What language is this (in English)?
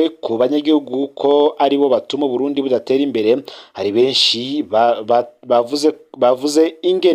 Rundi